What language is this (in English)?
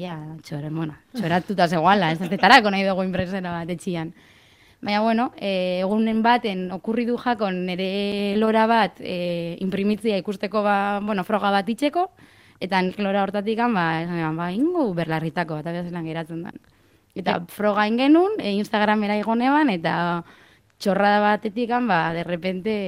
Basque